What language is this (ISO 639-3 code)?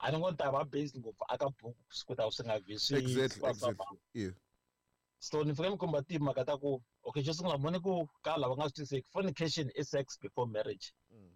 tso